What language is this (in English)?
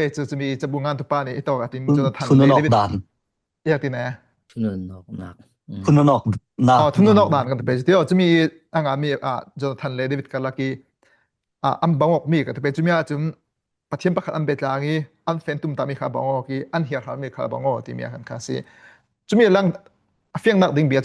Falam Chin